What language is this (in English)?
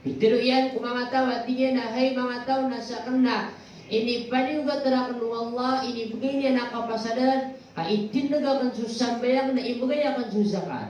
Maranao